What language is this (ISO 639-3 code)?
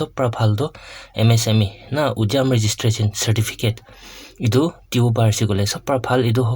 nag